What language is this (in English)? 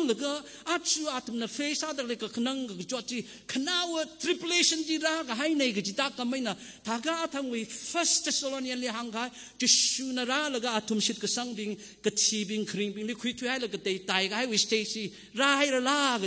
Tangkhul Naga (India)